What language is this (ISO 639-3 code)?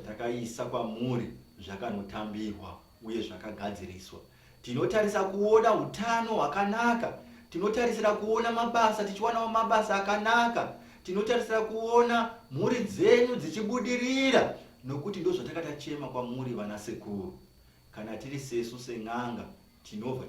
sna